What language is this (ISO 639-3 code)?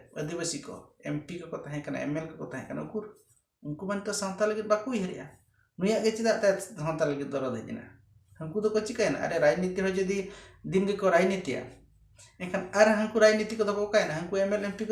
sat